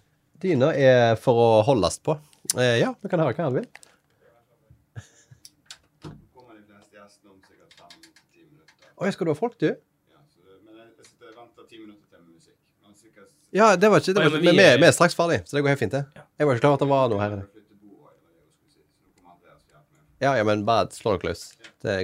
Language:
Norwegian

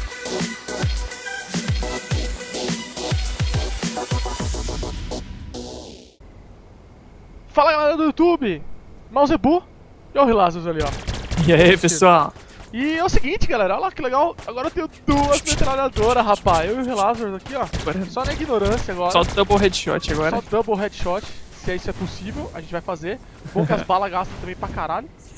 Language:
Portuguese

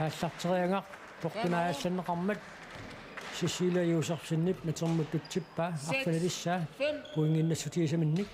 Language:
Kalaallisut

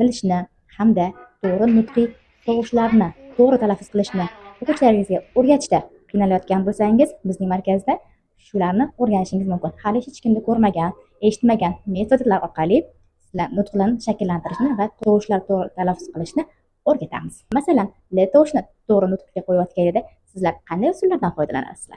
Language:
Uzbek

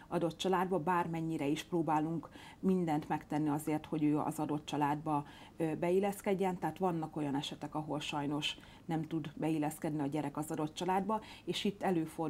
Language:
Hungarian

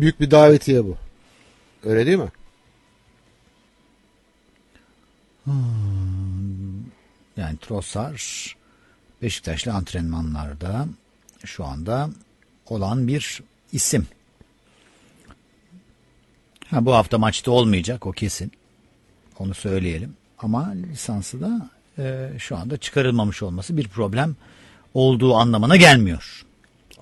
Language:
Turkish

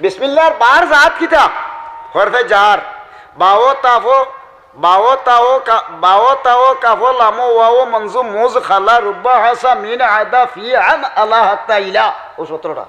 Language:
Sylheti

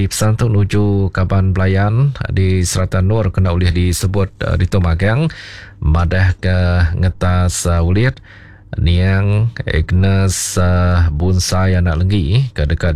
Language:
Iban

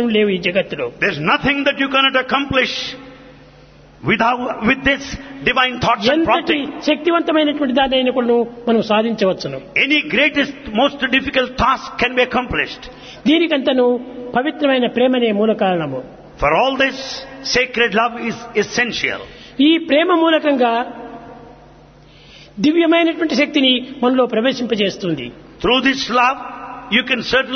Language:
Telugu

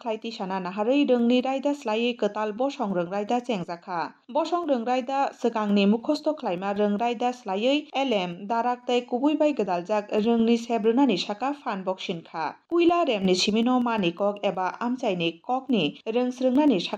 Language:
Kok Borok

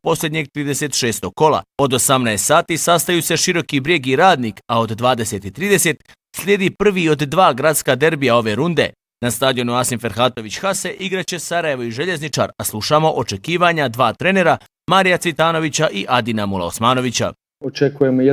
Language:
Bosnian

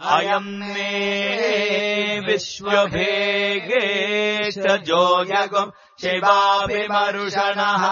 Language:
Sanskrit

